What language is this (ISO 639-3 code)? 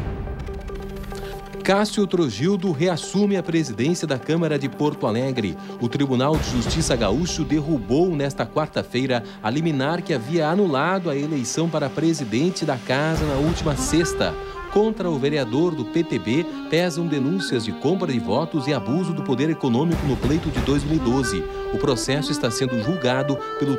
por